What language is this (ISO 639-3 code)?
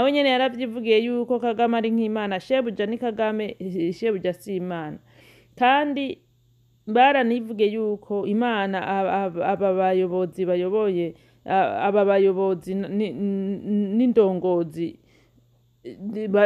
run